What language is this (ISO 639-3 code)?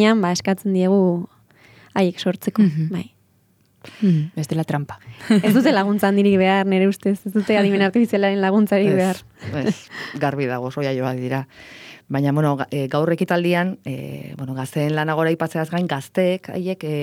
eus